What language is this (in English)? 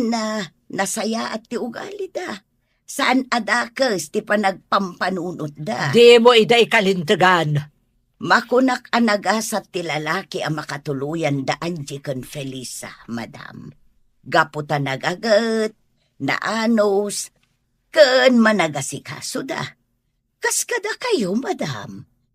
Iloko